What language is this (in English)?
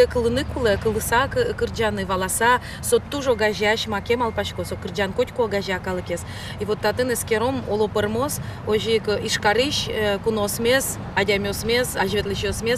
Udmurt